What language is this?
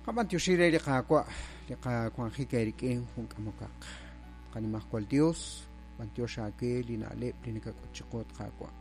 Kekchí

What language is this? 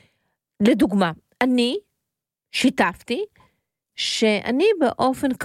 Hebrew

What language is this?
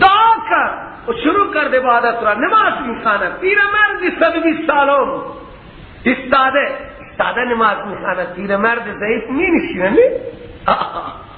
Persian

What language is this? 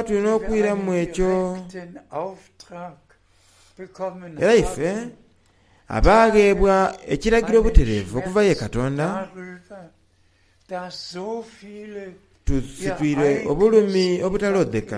Soga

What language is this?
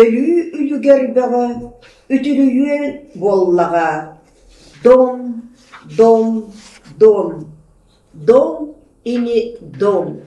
Yakut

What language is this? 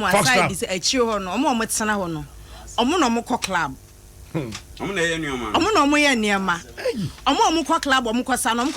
Akan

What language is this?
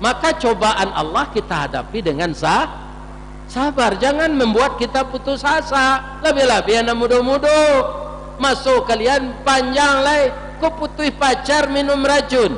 Minangkabau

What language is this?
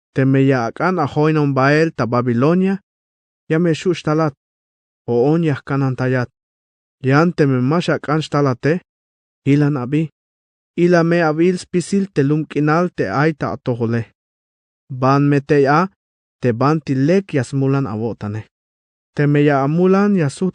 Tzeltal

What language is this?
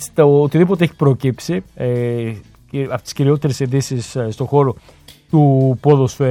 Greek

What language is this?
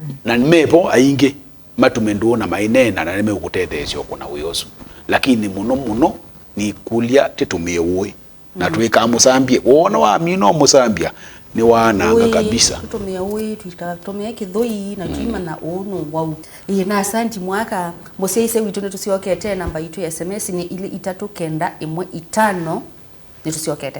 Kamba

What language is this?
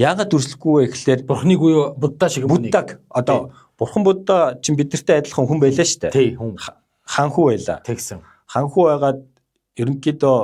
Mongolian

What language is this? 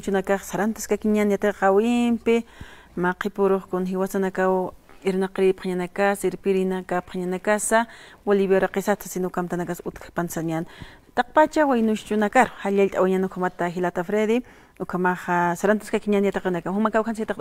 Aymara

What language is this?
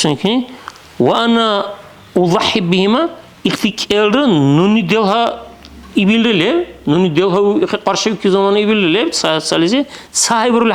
Dargwa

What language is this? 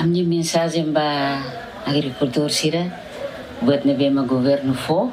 Tetum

